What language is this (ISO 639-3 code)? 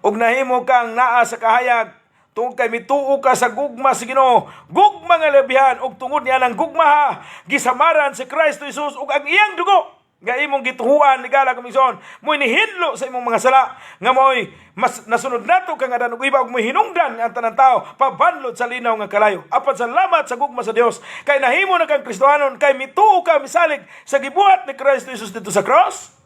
ceb